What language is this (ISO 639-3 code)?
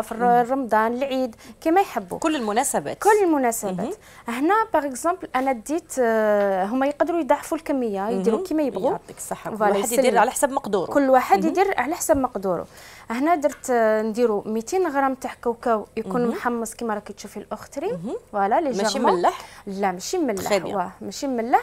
arq